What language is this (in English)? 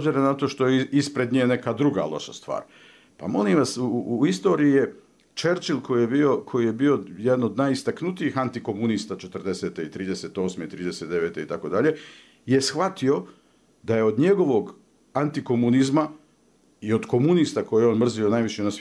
Bosnian